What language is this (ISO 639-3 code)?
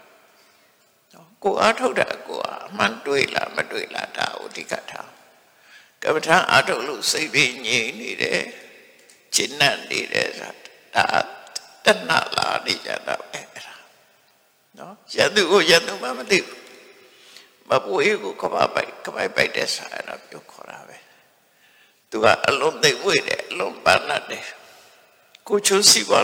mya